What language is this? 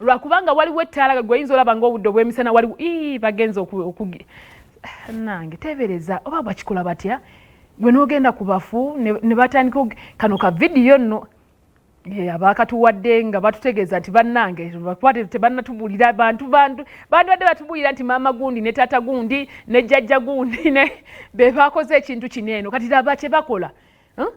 Ganda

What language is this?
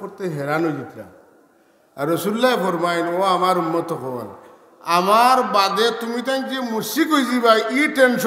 Sylheti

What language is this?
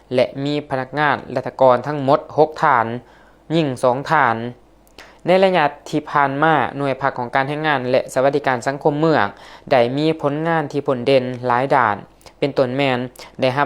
Lao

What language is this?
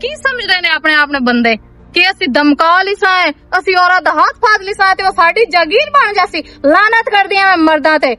Western Panjabi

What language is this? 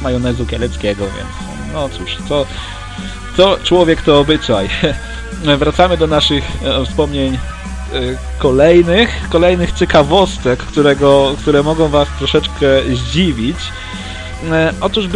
Polish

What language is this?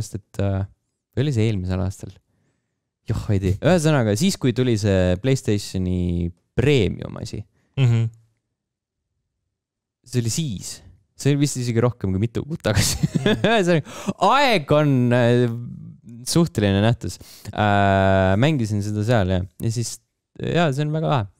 Estonian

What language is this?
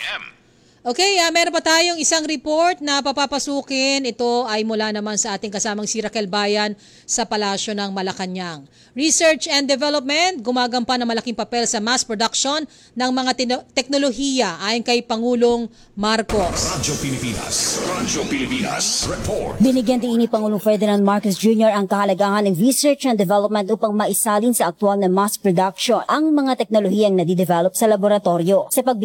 Filipino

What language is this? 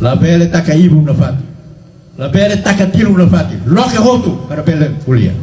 Tetum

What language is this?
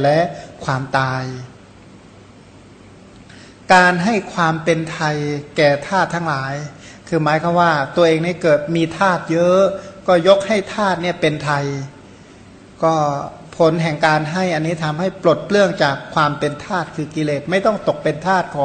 Thai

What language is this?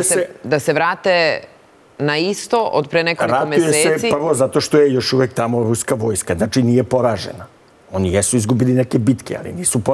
Serbian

